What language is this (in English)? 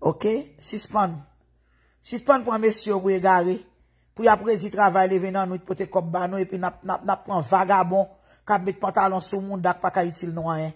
Haitian Creole